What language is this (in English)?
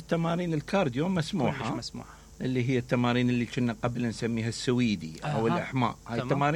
Mesopotamian Arabic